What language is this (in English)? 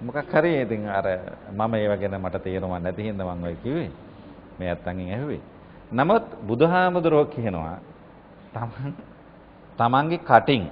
Sinhala